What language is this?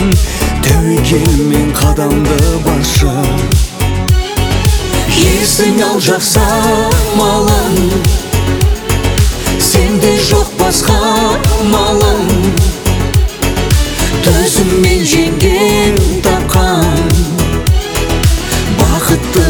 Kazakh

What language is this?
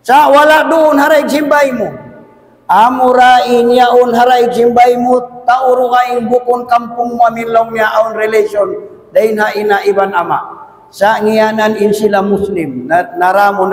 Tausug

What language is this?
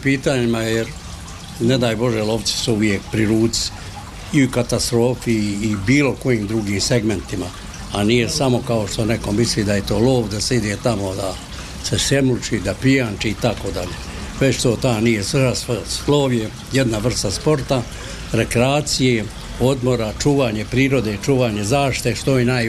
Bosnian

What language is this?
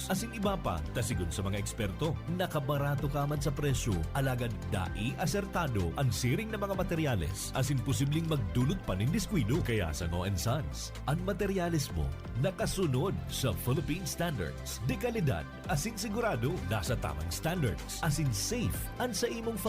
Bikol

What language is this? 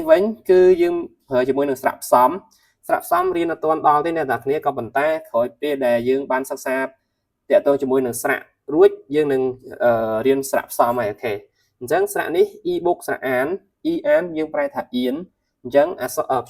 Khmer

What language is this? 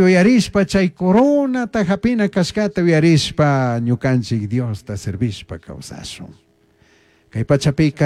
Chimborazo Highland Quichua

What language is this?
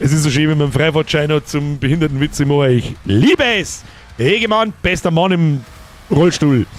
Bavarian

